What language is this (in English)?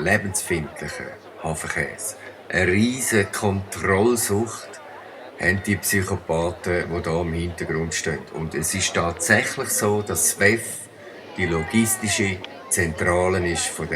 Swiss German